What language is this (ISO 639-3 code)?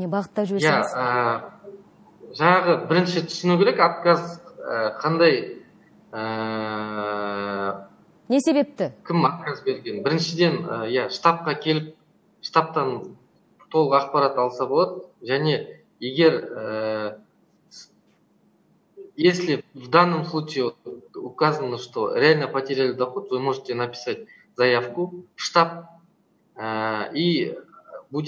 kaz